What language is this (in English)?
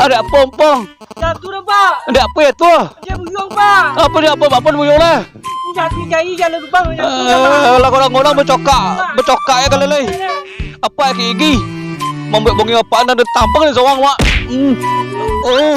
Minangkabau